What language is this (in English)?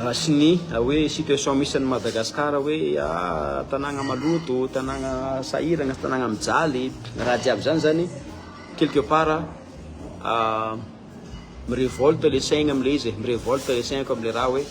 Malagasy